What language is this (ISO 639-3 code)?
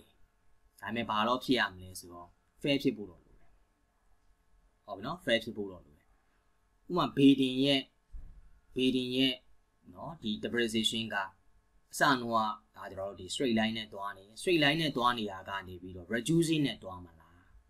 mya